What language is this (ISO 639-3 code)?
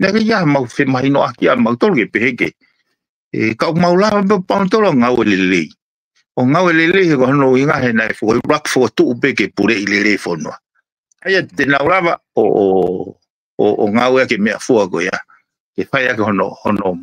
ton